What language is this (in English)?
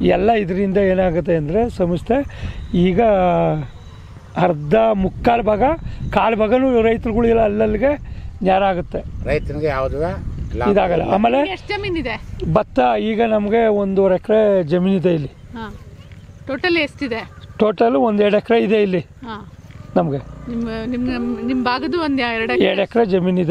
Kannada